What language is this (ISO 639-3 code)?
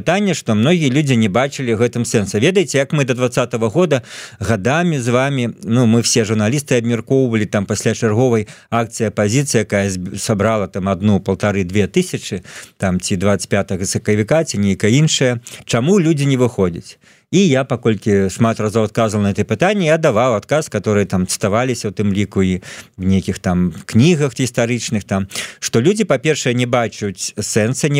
bel